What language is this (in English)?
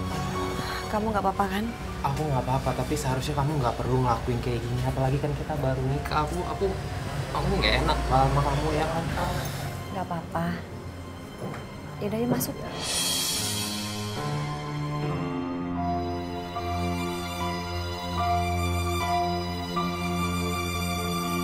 Indonesian